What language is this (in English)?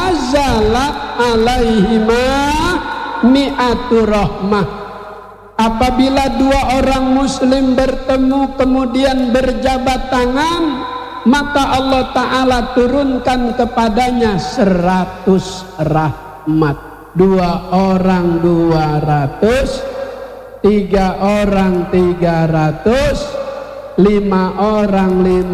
Indonesian